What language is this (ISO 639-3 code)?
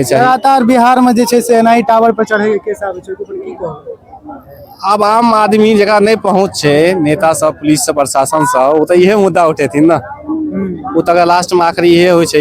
mai